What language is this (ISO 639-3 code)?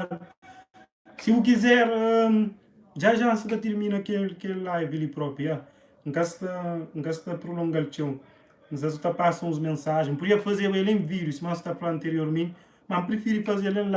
kea